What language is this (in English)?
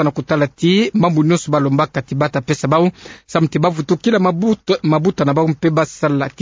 Kituba (Democratic Republic of Congo)